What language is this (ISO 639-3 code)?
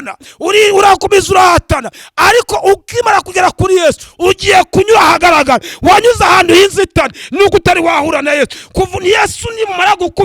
kin